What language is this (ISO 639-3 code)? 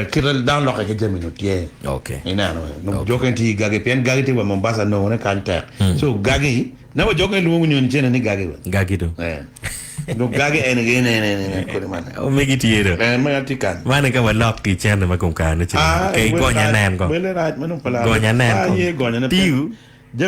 ach